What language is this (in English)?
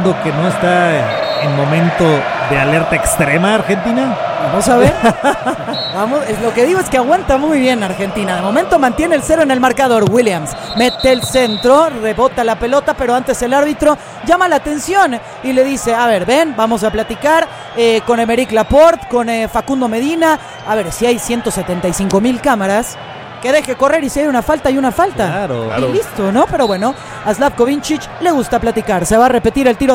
Spanish